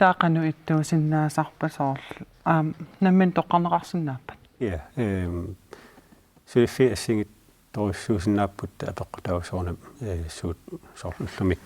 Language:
Kalaallisut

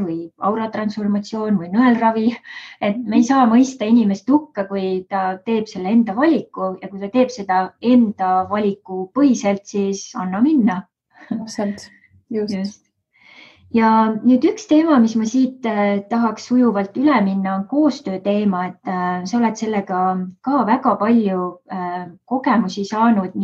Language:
Estonian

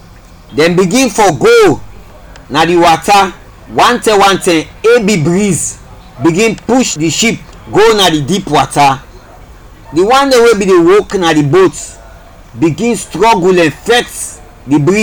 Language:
Krio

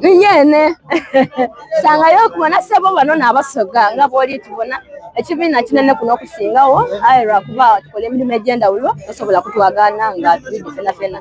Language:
Soga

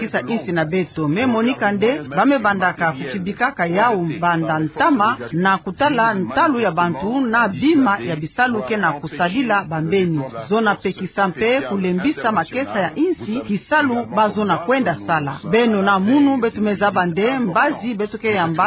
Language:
Kituba (Democratic Republic of Congo)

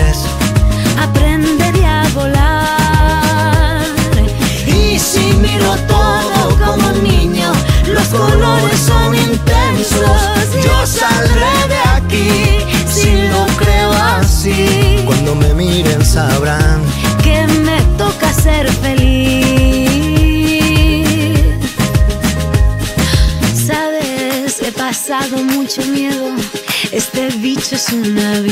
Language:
Spanish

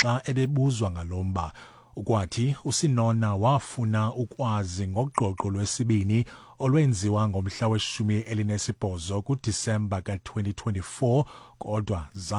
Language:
Xhosa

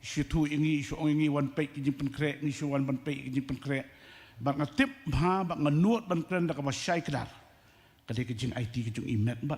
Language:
Khasi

